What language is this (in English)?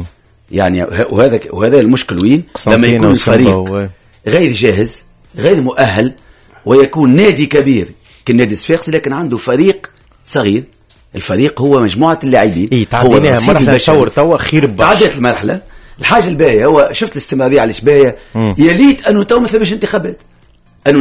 Tunisian Arabic